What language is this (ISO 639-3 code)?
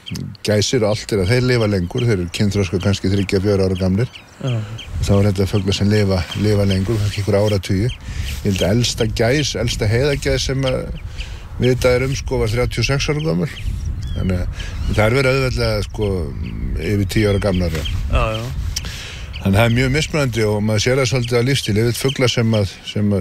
isl